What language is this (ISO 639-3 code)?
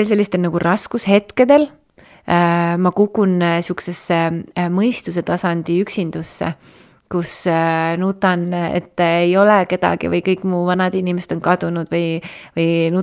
est